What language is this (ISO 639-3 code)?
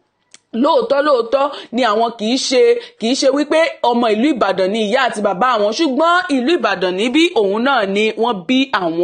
yor